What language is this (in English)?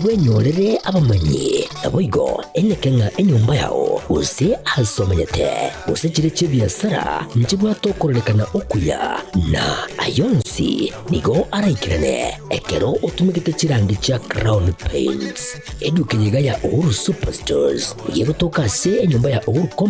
Gusii